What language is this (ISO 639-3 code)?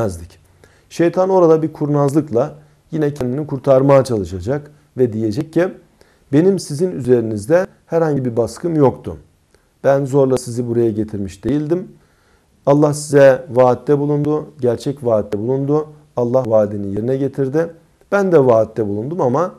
tur